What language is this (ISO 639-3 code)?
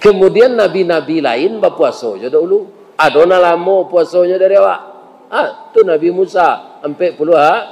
min